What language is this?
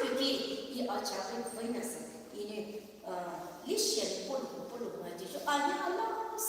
Poumei Naga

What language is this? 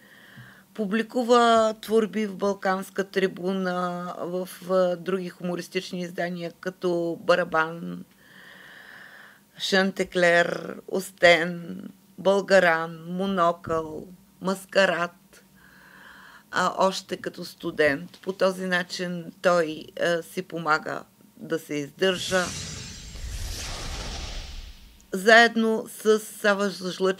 Bulgarian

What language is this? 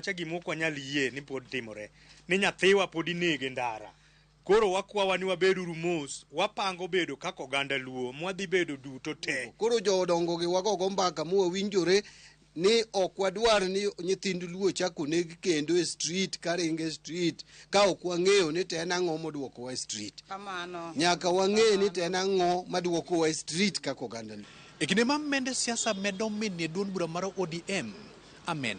Luo (Kenya and Tanzania)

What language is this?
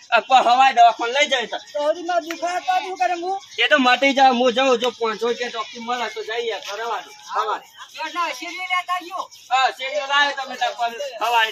Gujarati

